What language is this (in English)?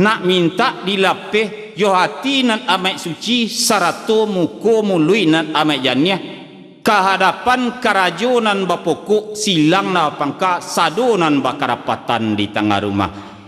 Minangkabau